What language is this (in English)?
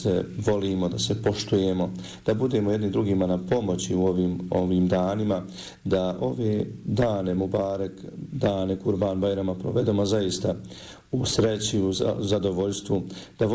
Bosnian